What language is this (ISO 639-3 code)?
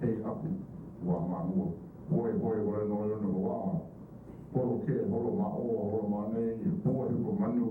haw